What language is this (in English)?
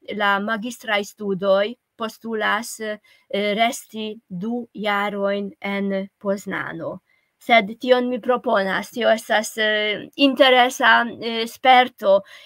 Esperanto